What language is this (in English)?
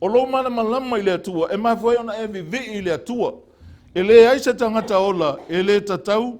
Samoan